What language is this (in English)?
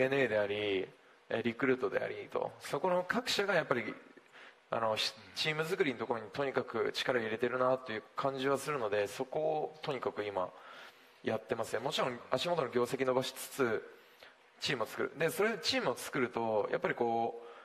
Japanese